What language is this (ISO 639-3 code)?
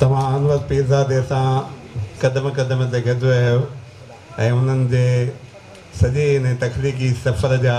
snd